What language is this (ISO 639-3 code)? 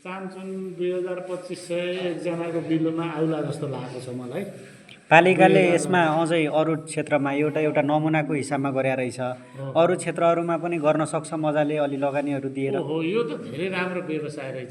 nep